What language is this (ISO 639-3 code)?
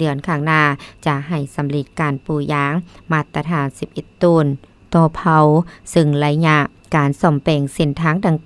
lao